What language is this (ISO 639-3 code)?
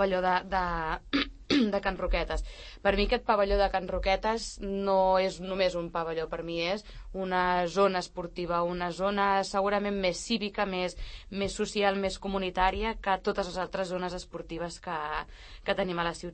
cat